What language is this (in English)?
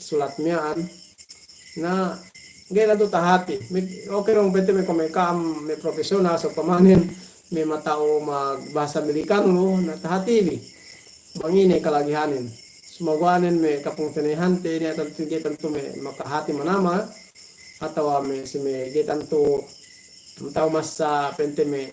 Yakan